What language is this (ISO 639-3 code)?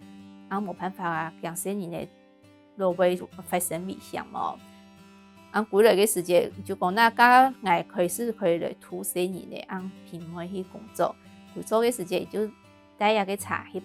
hak